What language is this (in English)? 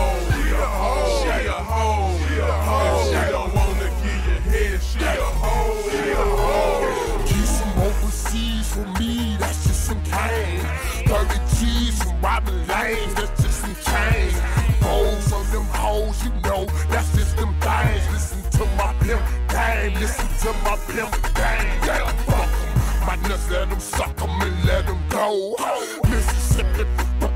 English